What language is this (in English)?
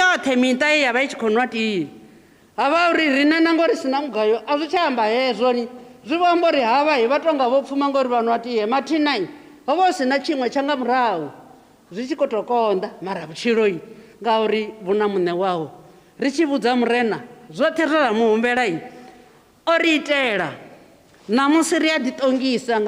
Venda